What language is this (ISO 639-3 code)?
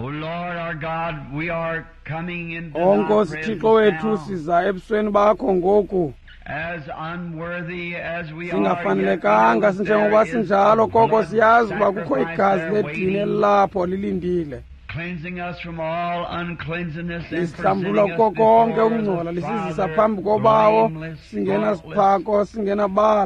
xho